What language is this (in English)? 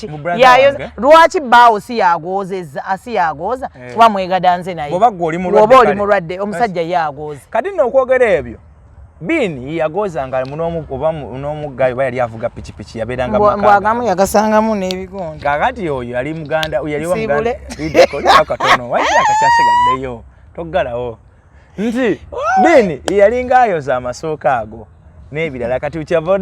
Ganda